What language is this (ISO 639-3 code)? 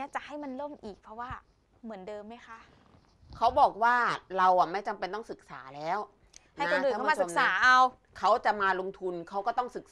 tha